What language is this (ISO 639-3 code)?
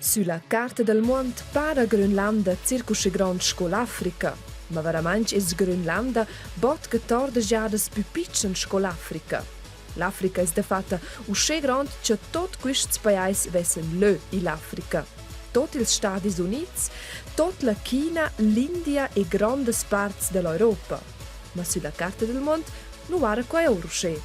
roh